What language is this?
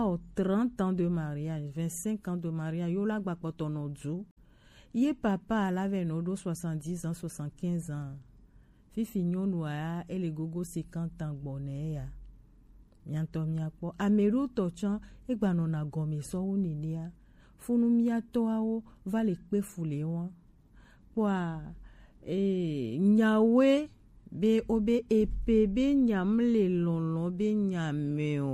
Gen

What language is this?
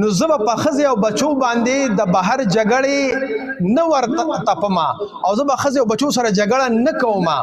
Pashto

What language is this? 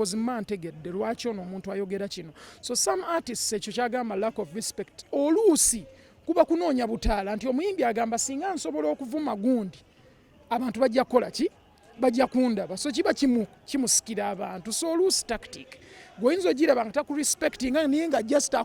Ganda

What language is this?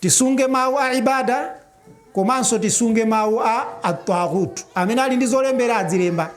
Nyanja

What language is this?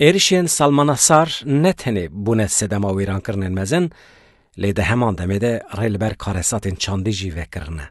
Kurdish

